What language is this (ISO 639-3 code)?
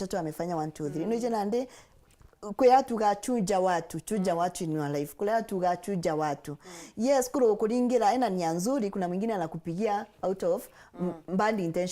mer